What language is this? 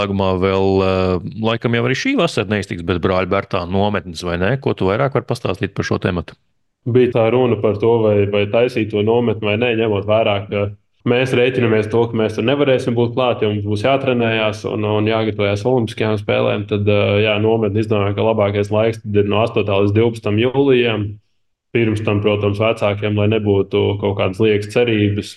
Latvian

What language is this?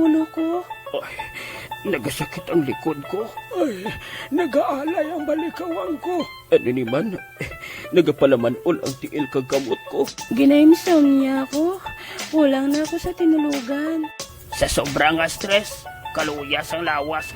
Hiligaynon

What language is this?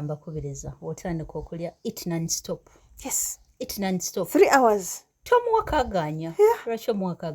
Ganda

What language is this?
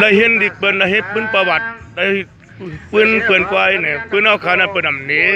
Shan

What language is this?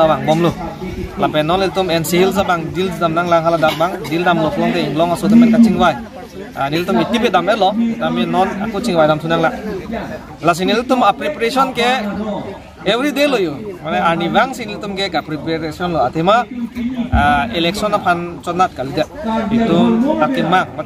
Karbi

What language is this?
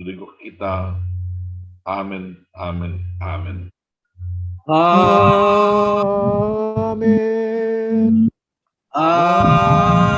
Batak Simalungun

